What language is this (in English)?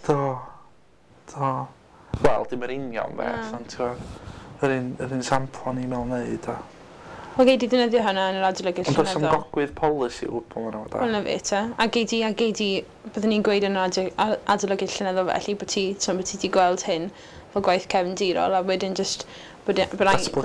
Welsh